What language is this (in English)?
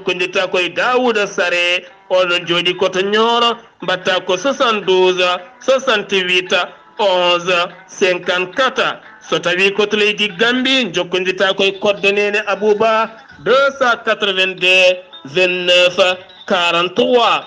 Fula